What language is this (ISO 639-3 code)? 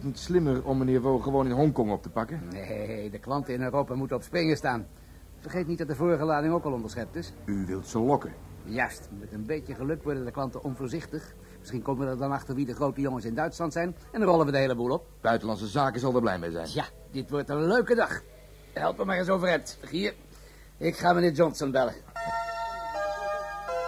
nld